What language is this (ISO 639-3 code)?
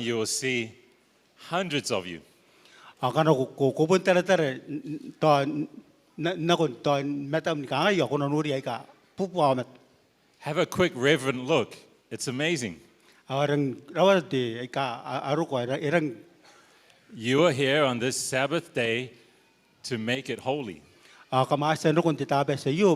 gil